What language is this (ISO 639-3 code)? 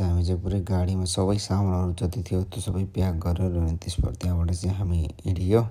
nep